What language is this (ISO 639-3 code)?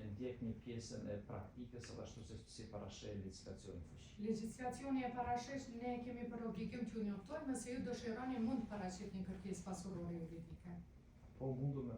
sqi